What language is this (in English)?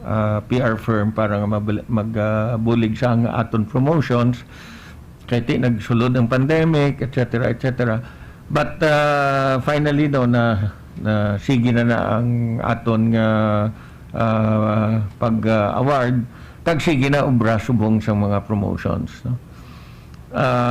Hiligaynon